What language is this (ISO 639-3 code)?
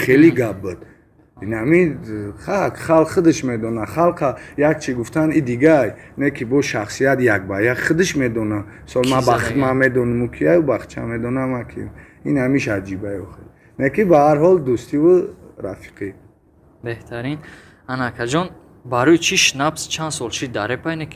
tgk